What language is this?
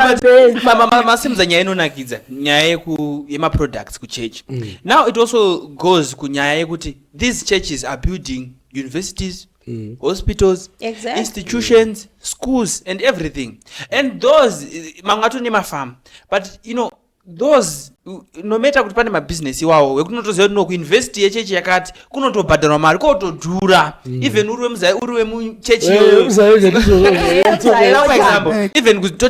Shona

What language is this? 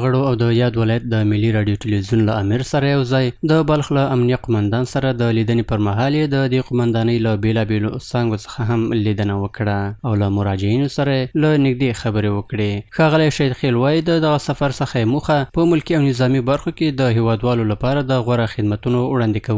Pashto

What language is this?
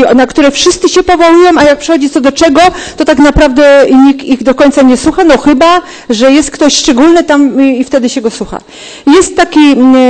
Polish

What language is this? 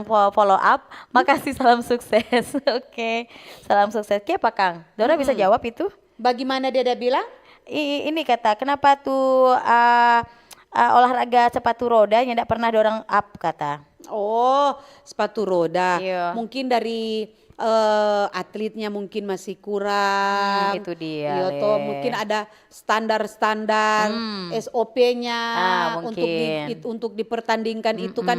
Manado Malay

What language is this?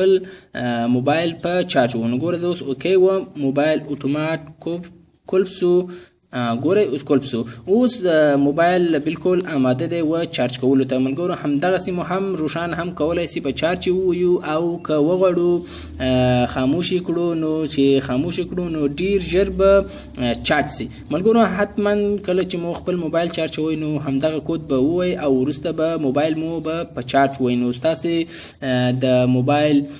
Pashto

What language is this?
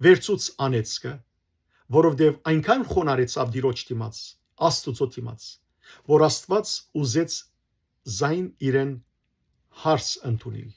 Western Armenian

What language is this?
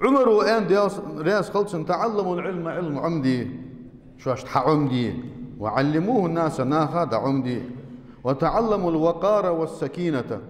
Ingush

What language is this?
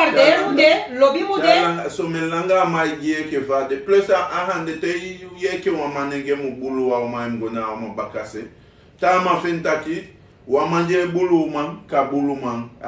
Sranan Tongo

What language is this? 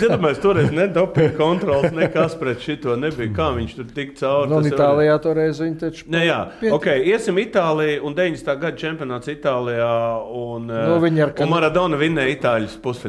Latvian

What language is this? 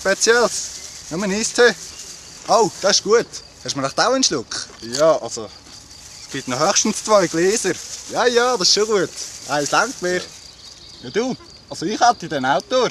Swiss German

